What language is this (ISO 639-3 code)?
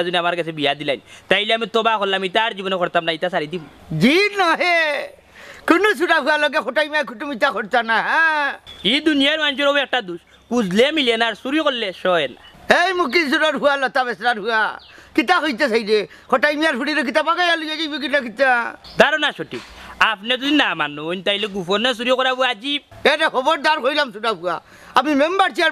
syl